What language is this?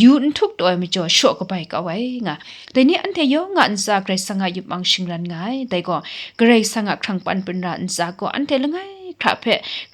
Kachin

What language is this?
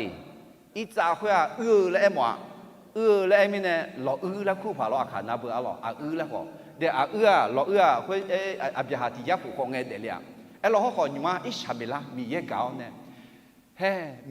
Akha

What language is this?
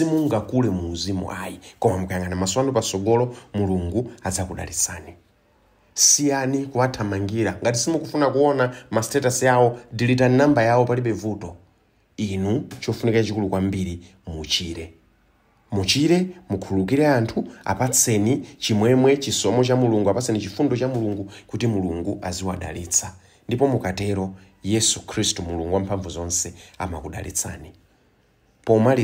Nyanja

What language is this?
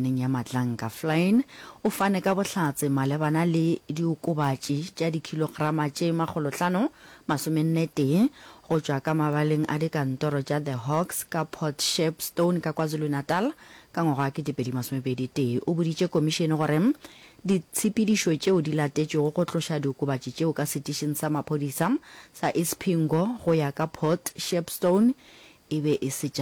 Northern Sotho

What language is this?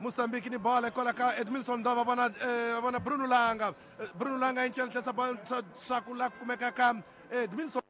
Tsonga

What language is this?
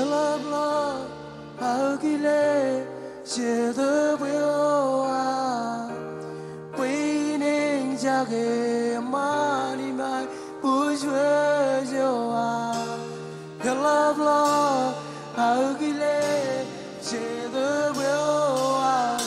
Marshallese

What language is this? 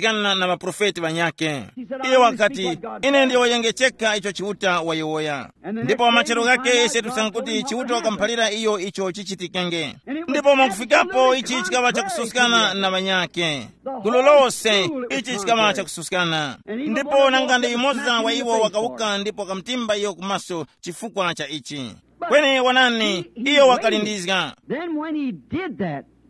Tumbuka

